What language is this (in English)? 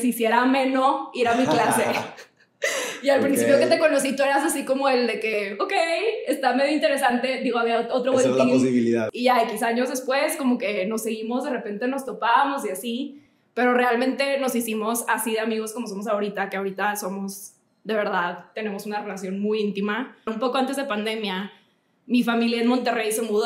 Spanish